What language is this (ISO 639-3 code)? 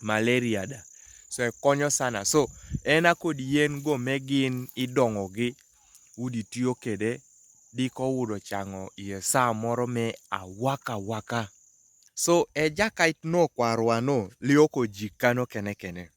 kdi